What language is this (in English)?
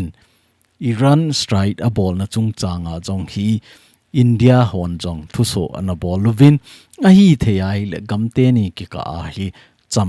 Thado Chin